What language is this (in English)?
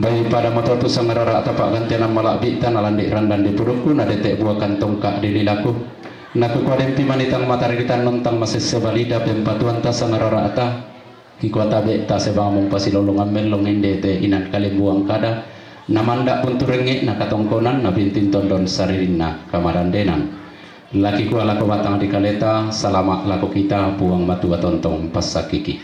Toraja-Sa'dan